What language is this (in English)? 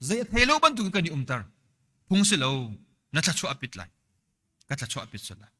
Hakha Chin